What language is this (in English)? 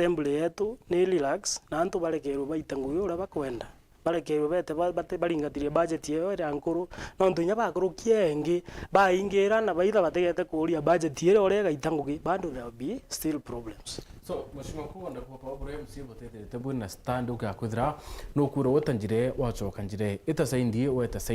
Meru